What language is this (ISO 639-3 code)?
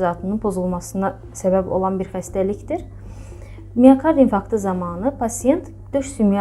aze